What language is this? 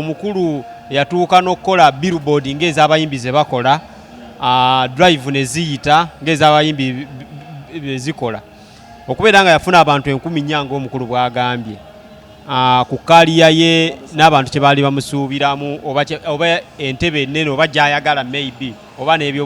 Ganda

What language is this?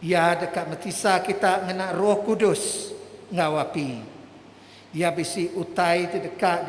Iban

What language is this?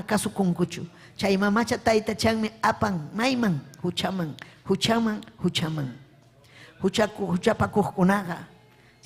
Ayacucho Quechua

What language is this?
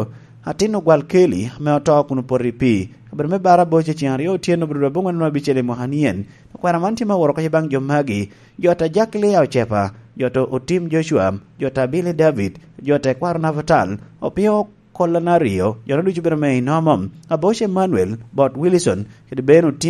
Lango (Uganda)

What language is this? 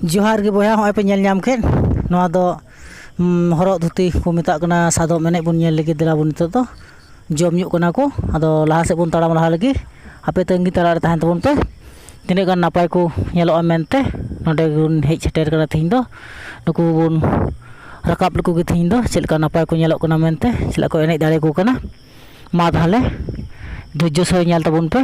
Santali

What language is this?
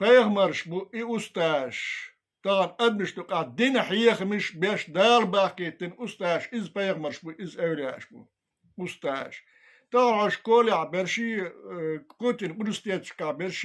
Chechen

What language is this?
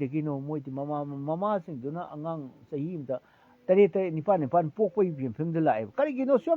Manipuri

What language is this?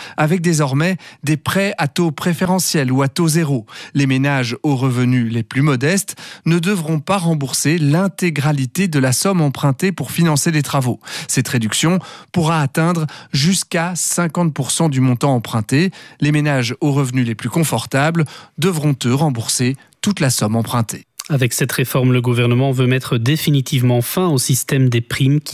French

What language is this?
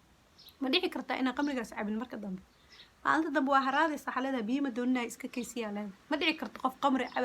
Somali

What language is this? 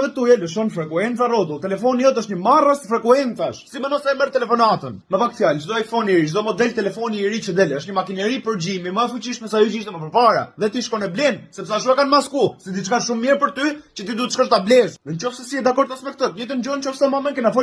Albanian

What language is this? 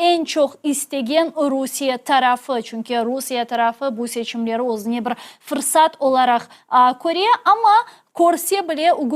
Crimean Tatar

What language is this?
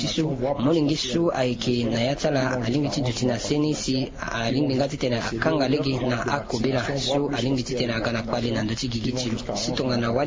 Sango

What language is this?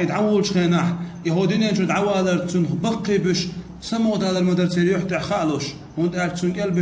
Chechen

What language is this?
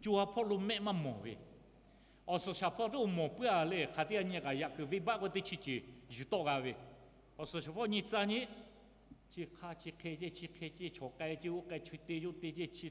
Lahu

